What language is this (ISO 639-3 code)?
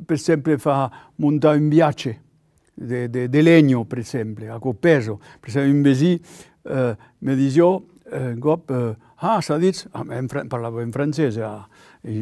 oci